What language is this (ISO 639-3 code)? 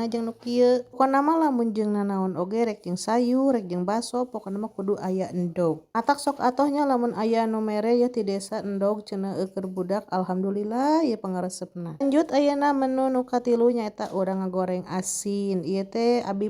sun